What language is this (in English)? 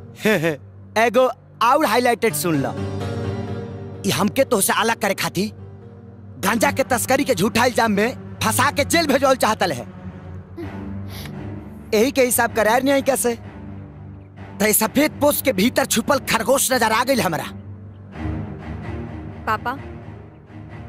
Bhojpuri